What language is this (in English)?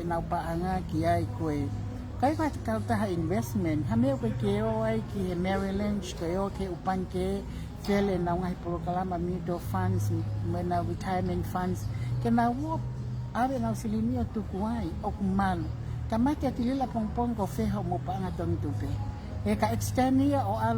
Tongan